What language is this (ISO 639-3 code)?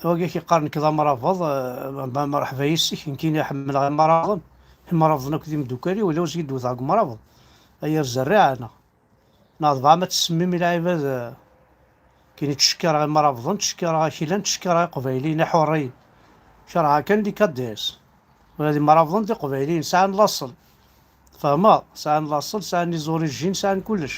kab